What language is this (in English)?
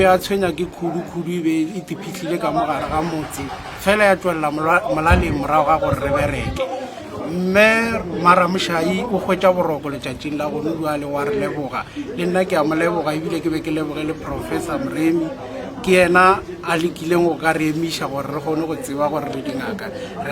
Northern Sotho